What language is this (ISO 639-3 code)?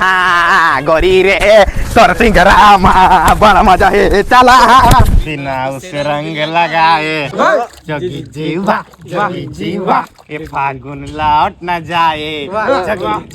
hne